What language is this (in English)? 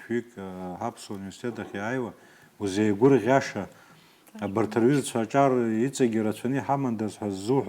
Abkhazian